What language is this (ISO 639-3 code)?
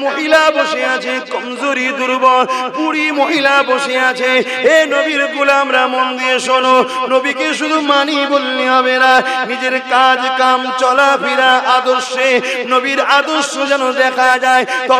ben